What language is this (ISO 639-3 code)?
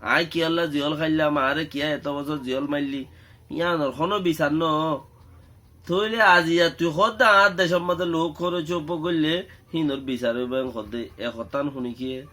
rhg